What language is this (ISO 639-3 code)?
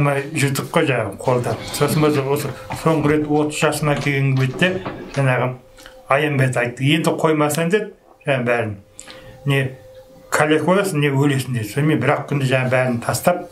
kaz